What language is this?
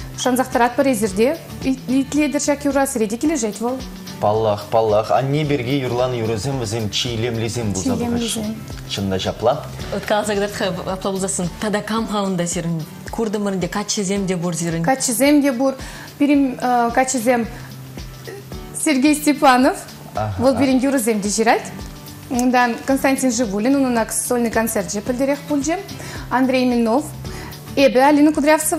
Chuvash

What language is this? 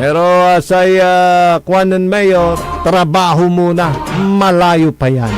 Pangasinan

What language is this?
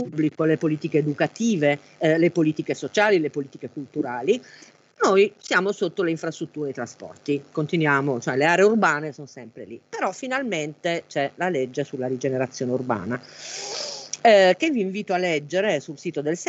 Italian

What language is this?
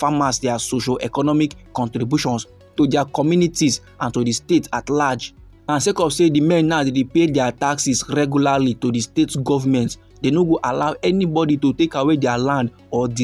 Nigerian Pidgin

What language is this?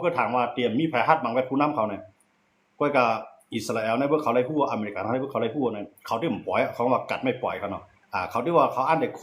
Shan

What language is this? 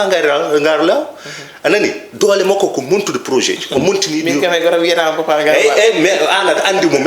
Fula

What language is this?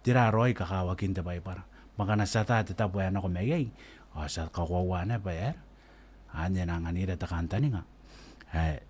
Gilbertese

